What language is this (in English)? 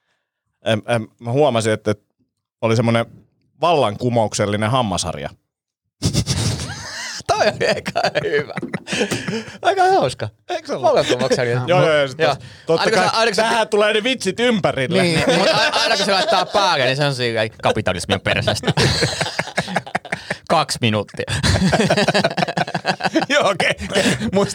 Finnish